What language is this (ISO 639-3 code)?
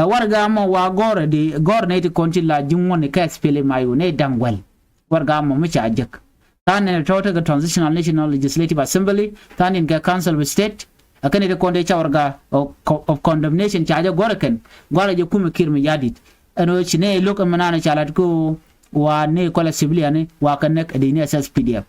nus